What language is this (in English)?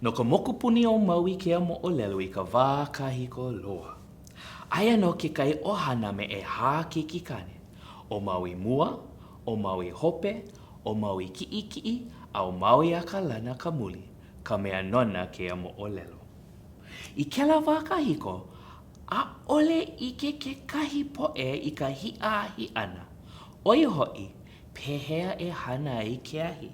Hawaiian